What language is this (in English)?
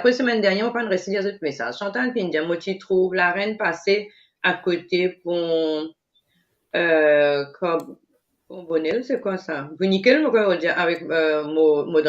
Morisyen